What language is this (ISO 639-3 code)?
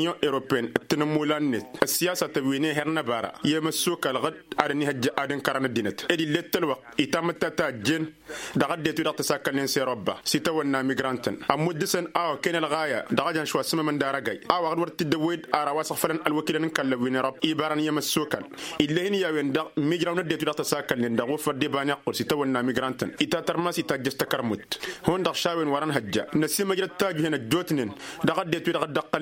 taq